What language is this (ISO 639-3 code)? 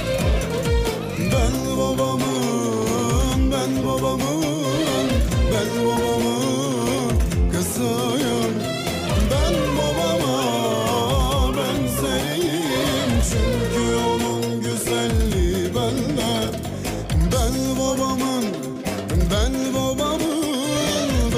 tur